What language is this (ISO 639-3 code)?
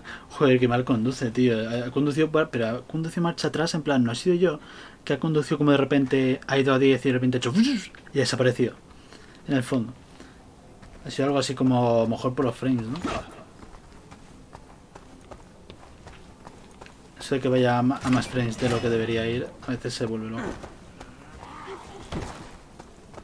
spa